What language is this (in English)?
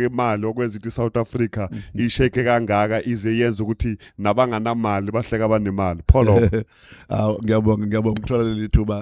Zulu